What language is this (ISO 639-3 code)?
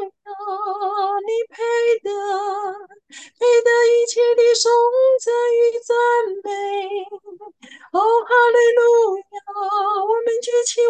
zho